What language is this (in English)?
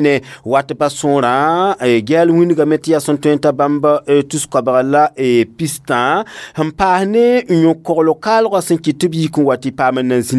Mossi